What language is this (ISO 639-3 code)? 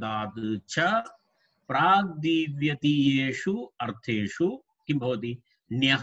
san